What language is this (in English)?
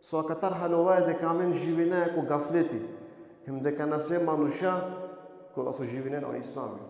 Balkan Romani